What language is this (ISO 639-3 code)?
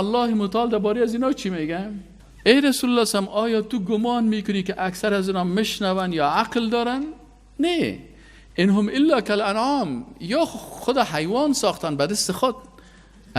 fas